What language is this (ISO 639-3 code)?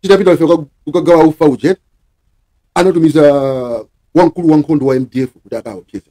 nya